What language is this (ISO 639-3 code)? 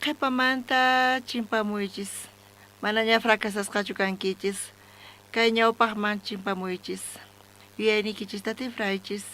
quh